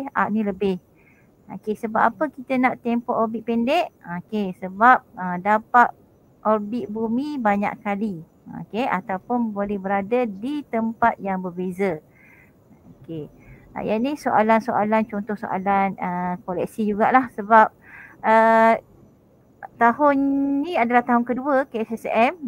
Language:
Malay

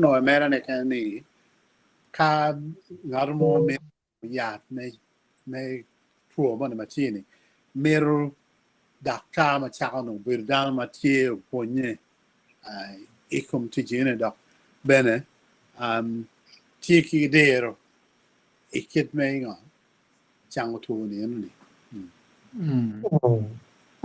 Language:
Acoli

